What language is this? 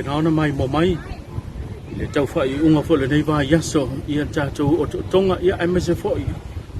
Samoan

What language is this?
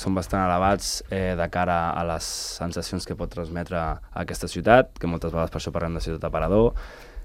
Catalan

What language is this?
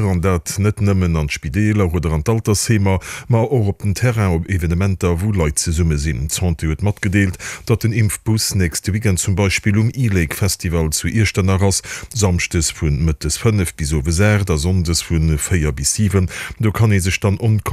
Luxembourgish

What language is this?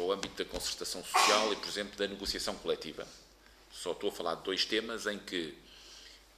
Portuguese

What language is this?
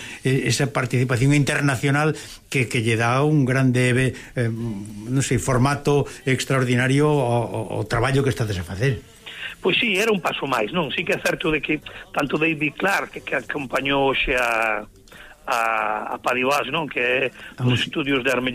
Galician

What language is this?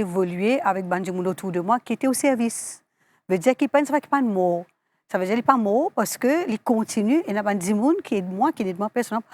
Morisyen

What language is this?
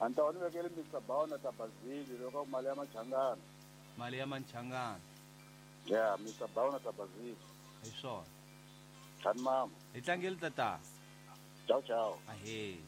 Tsonga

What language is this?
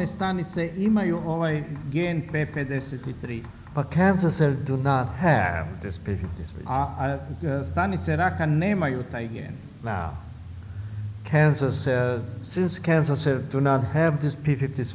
Croatian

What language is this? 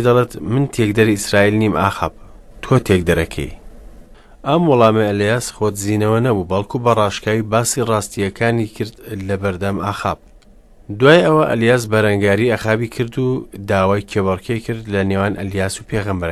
Central Kurdish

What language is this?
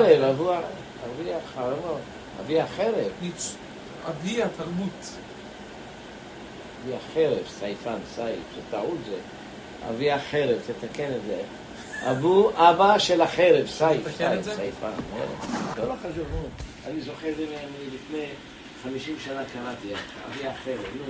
Hebrew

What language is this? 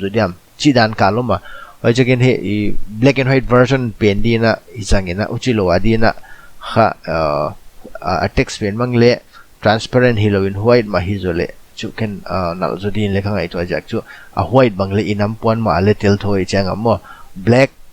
Paite Chin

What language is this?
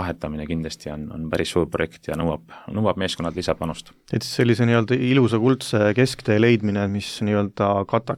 Estonian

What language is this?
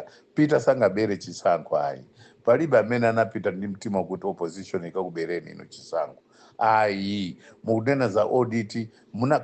Nyanja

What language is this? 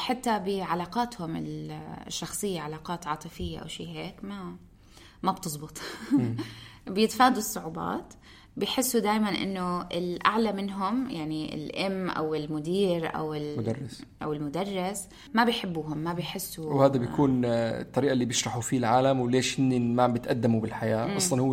North Levantine Arabic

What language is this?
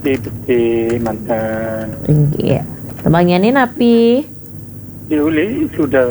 Balinese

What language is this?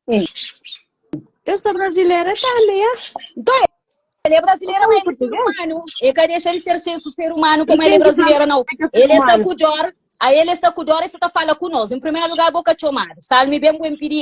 Kabuverdianu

